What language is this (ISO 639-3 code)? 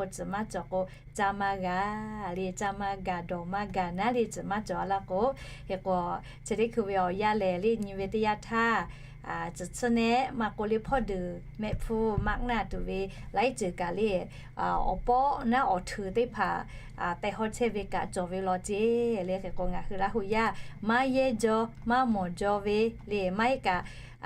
lhu